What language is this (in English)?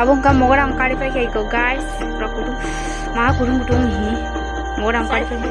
Kok Borok